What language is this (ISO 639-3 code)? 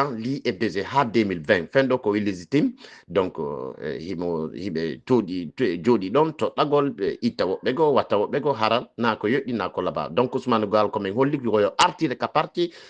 ful